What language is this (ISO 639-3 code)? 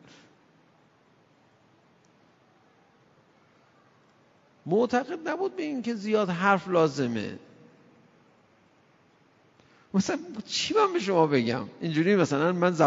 fas